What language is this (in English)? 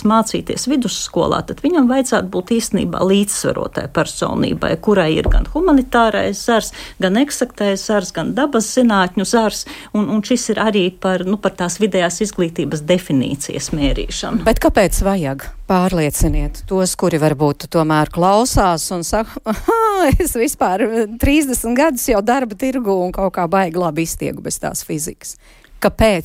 Latvian